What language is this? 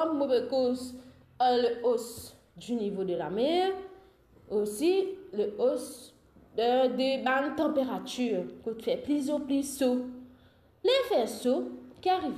Morisyen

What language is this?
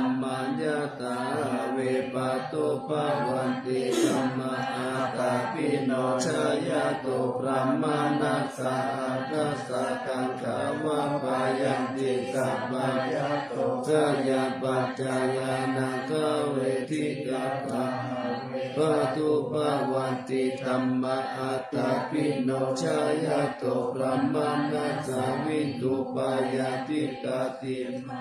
Pali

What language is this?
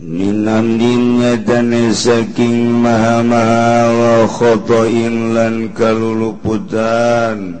Sundanese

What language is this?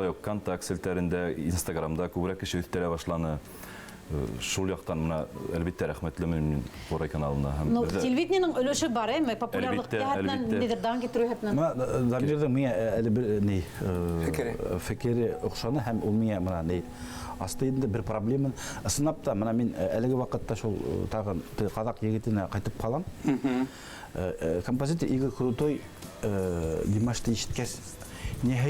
Bashkir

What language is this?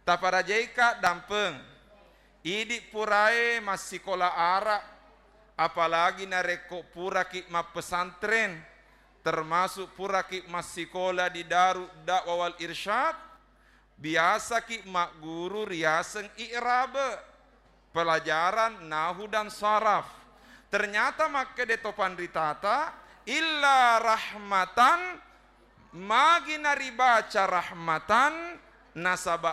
Buginese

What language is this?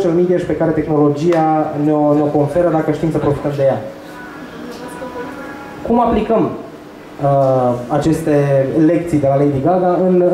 Romanian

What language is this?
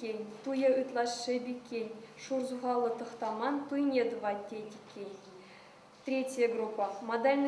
Chuvash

